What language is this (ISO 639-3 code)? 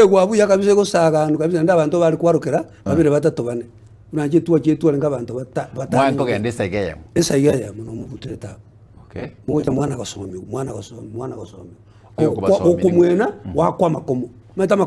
guz